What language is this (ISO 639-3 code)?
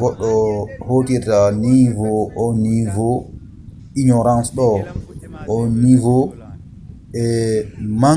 ful